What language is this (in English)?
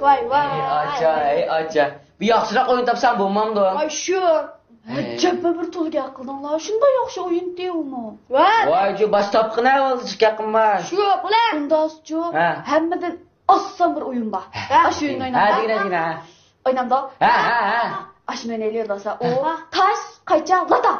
Uyghur